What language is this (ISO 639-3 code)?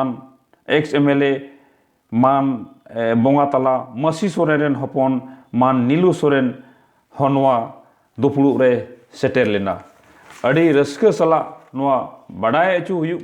sat